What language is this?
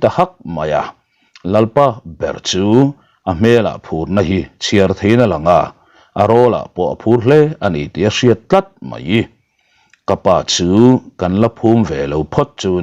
Mizo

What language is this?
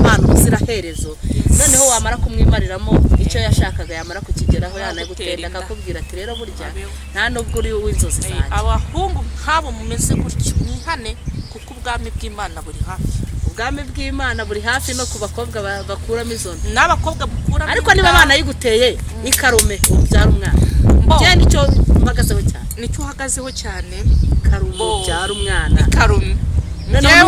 Kinyarwanda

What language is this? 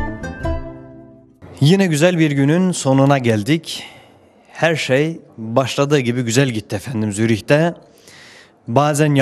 Turkish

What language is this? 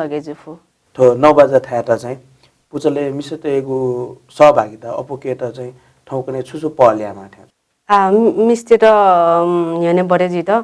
Newari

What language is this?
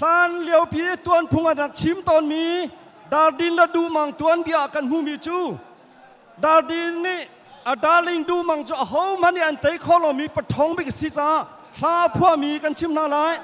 Hakha Chin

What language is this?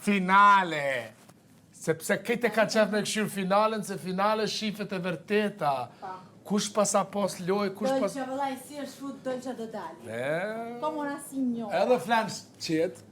Albanian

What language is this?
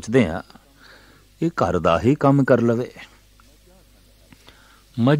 Punjabi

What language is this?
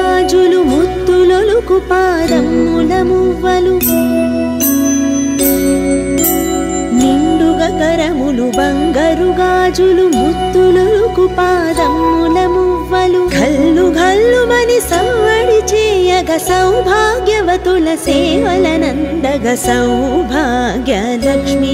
Telugu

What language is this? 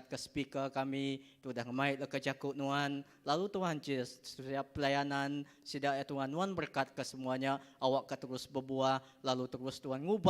Iban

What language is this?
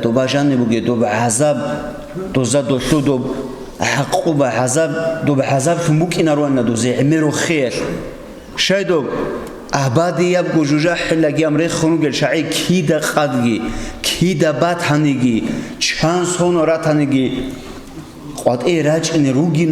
Avaric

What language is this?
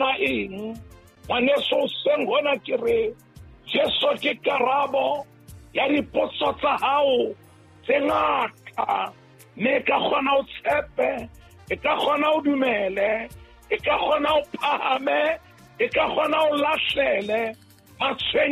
Southern Sotho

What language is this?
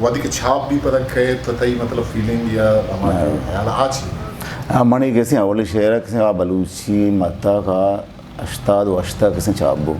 Eastern Balochi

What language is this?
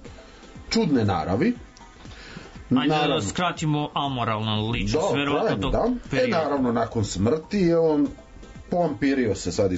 Serbian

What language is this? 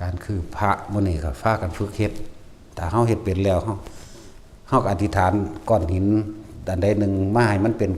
Northeastern Thai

